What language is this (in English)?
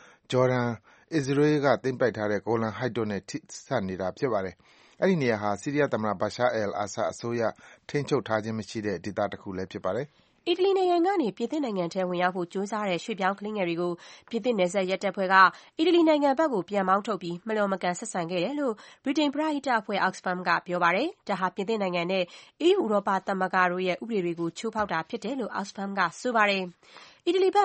Burmese